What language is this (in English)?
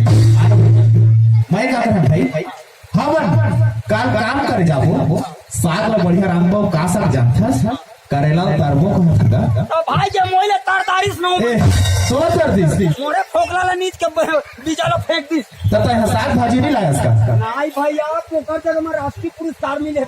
Sadri